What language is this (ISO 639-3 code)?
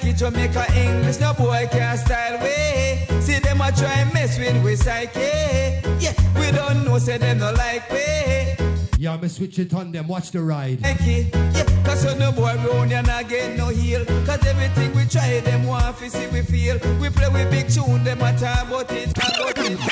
jam